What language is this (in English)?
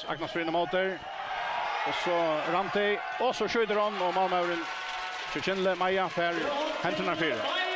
Faroese